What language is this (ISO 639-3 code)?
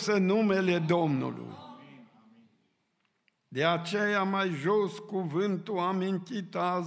ron